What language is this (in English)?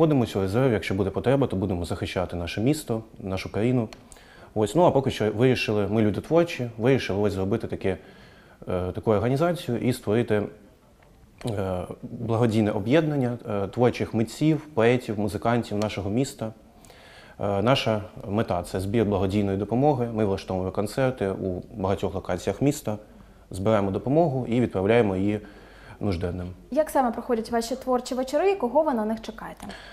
Ukrainian